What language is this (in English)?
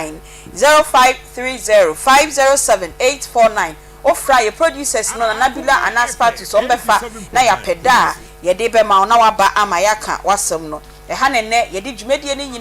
Akan